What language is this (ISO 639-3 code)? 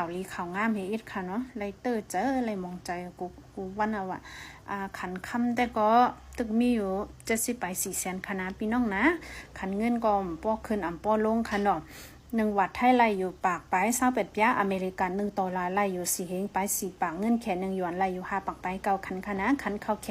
shn